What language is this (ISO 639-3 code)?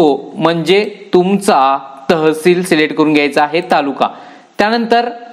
mar